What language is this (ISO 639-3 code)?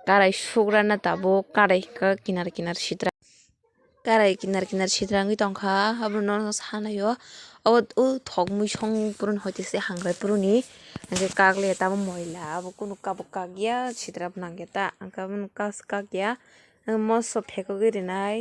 trp